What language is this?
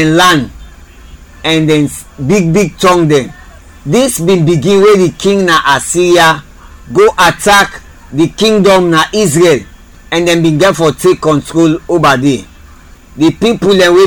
Krio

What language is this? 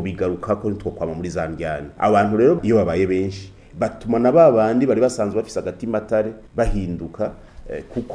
Rundi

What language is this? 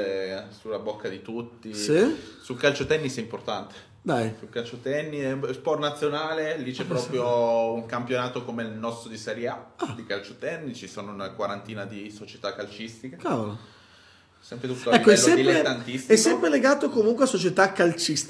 Italian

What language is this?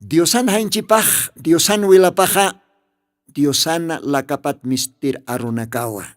Aymara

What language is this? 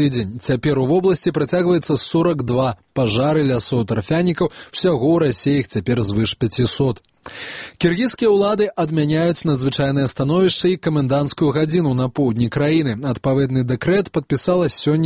Belarusian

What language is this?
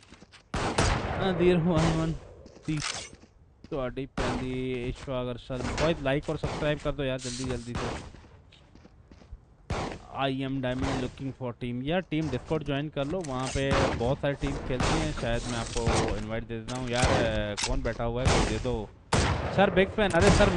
Hindi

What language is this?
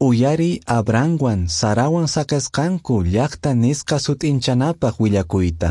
Quechua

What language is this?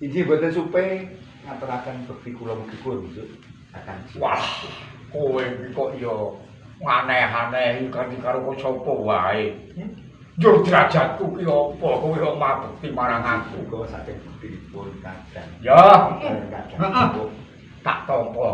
Javanese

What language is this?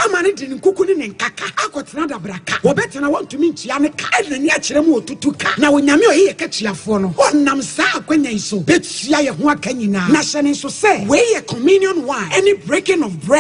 Akan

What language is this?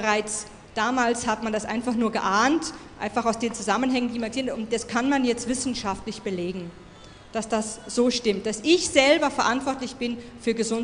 German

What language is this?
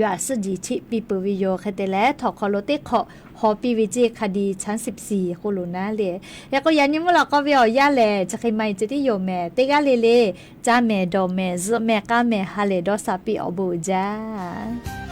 Lahu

